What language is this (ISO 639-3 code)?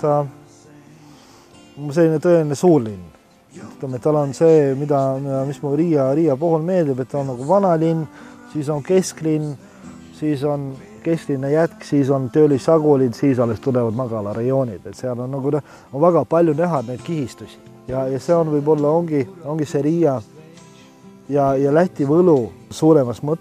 est